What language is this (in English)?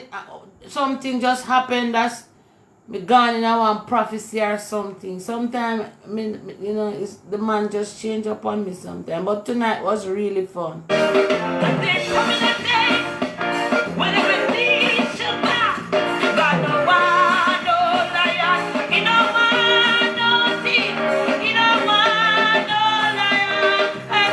Jamaican Creole English